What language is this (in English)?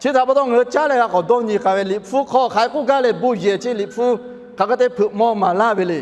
Lahu